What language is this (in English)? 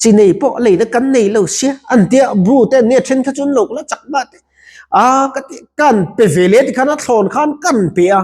Mizo